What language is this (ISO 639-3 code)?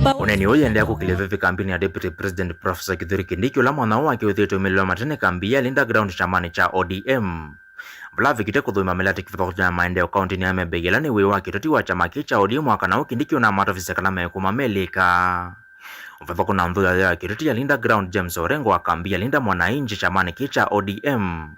kam